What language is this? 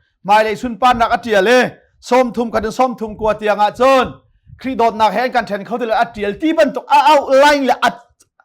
Hakha Chin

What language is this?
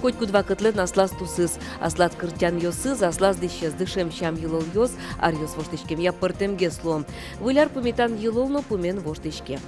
Udmurt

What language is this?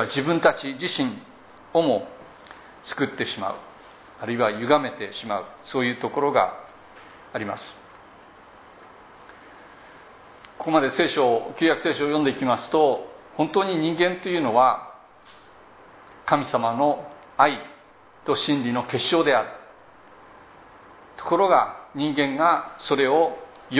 Japanese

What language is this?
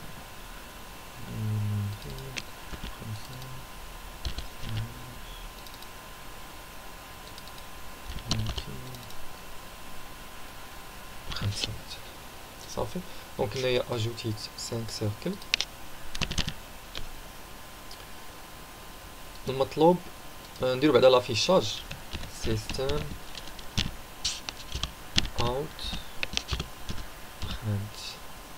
Moroccan Arabic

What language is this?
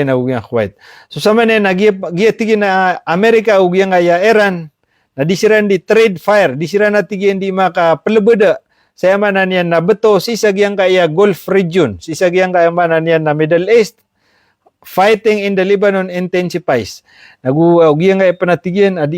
Maranao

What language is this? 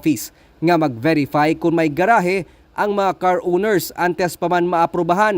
Hiligaynon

